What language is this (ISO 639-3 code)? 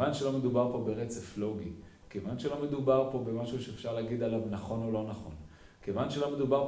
heb